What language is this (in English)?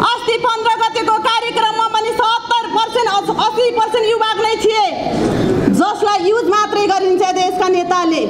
Nepali